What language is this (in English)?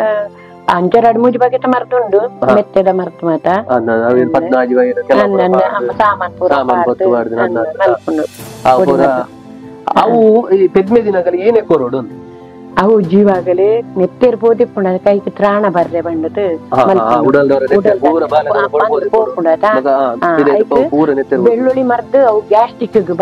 Tulu